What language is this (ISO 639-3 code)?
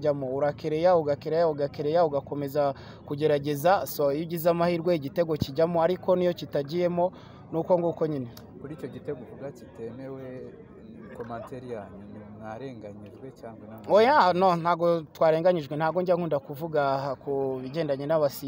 kin